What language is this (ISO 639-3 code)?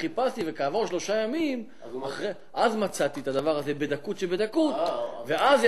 heb